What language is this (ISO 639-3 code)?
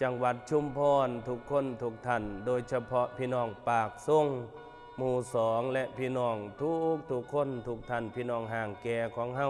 tts